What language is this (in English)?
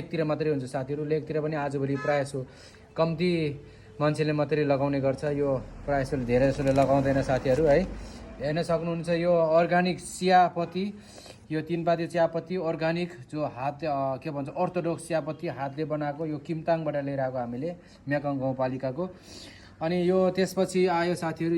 Nepali